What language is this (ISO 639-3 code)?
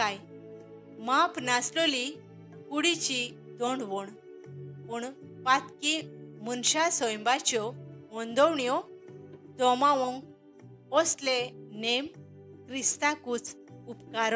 kok